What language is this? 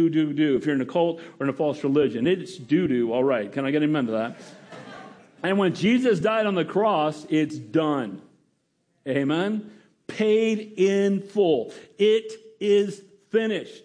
English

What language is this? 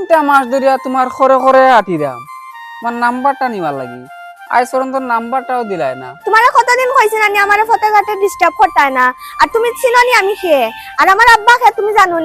Sylheti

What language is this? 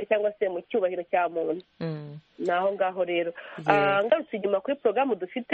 Kinyarwanda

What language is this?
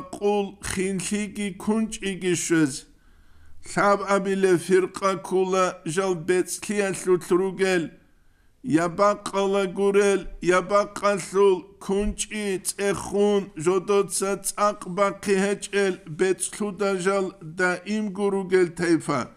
Avaric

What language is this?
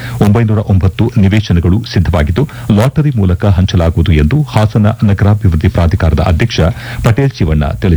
Kannada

